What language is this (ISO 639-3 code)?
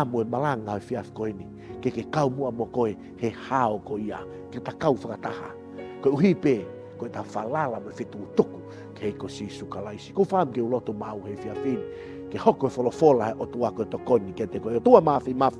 ton